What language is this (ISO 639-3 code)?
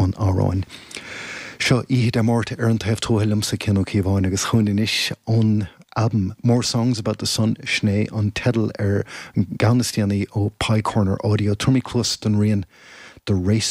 gle